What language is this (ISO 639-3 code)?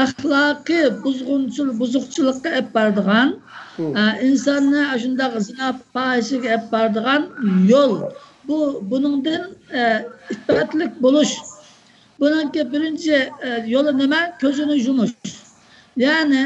uig